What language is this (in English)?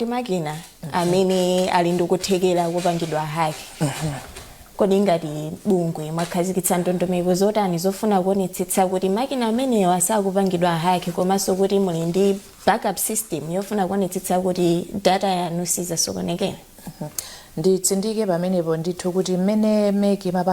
Nyanja